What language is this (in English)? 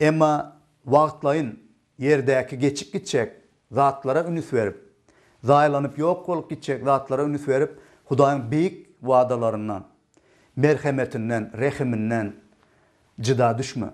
Turkmen